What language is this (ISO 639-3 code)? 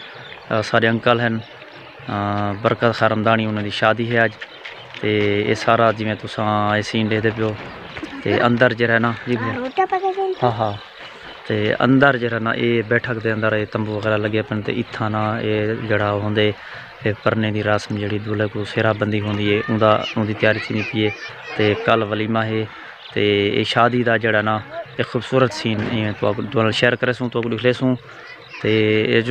skr